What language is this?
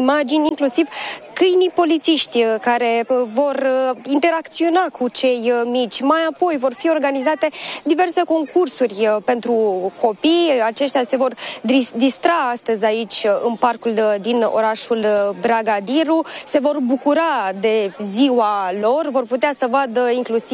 Romanian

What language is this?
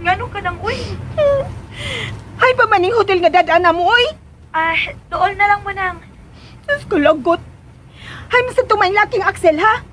Cebuano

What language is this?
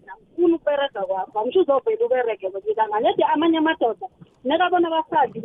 South Ndebele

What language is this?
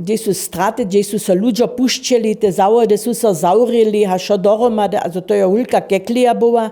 Upper Sorbian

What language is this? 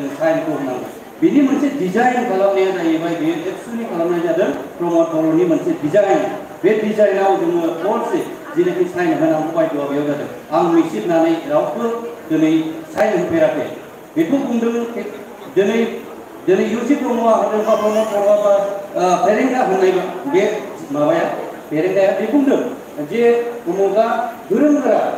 Bodo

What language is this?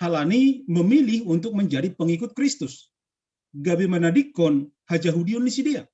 Batak Simalungun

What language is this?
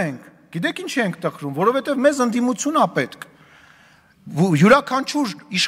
Armenian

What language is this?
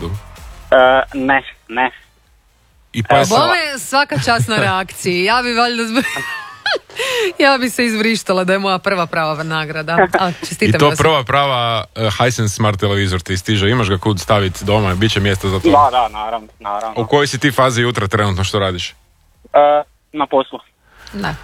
Croatian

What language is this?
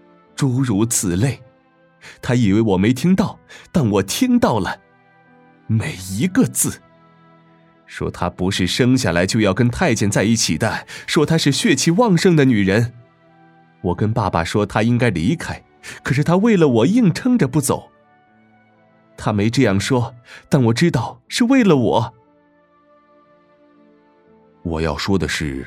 Chinese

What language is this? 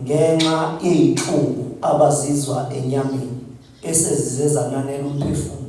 Zulu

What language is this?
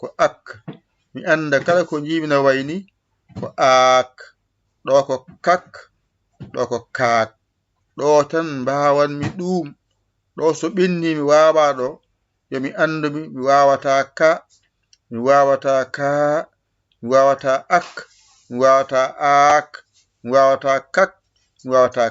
Fula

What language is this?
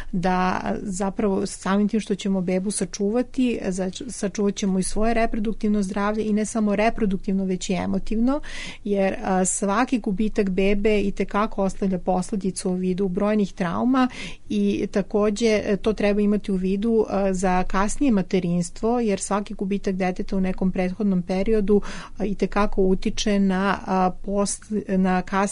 Serbian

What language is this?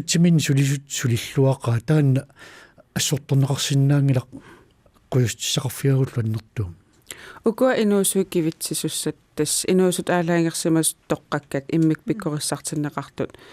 Kalaallisut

